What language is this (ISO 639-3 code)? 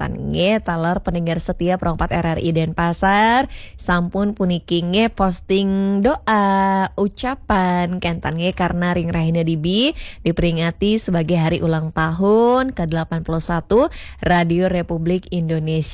ban